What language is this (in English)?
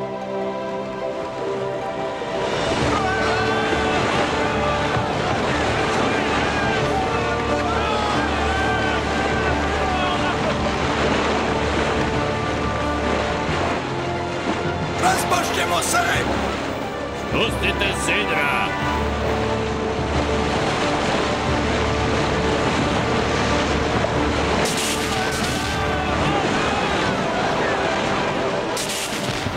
Serbian